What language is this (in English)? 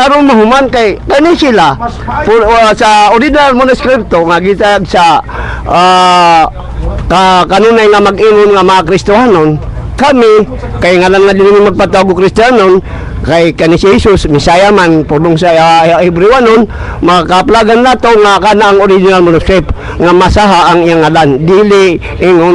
Cebuano